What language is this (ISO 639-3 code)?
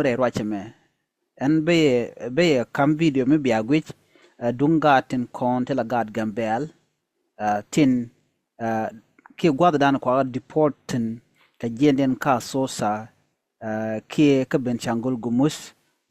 nus